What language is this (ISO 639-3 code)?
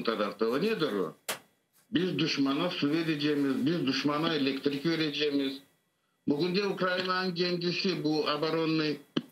crh